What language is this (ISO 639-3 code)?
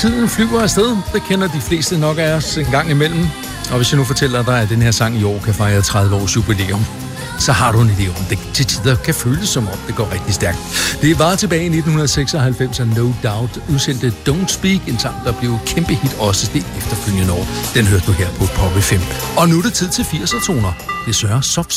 dan